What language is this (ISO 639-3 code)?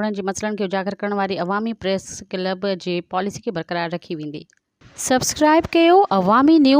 snd